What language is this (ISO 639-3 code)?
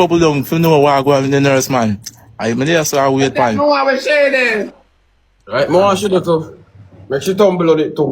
jam